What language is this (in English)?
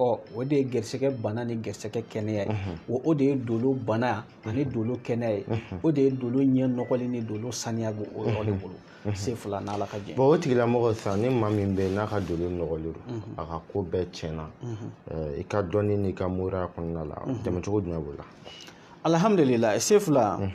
Bambara